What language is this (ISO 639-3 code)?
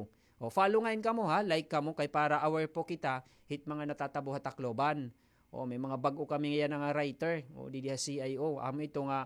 war